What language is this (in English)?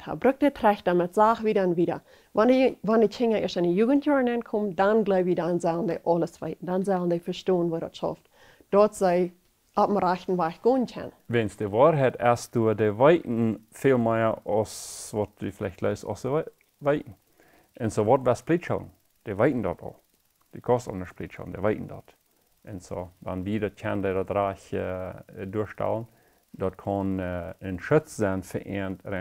Plautdietsch